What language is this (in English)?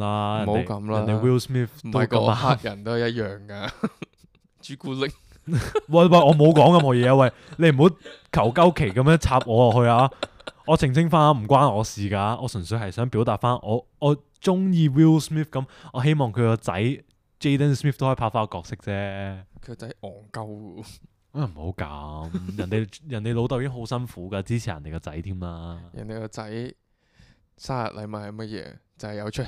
Cantonese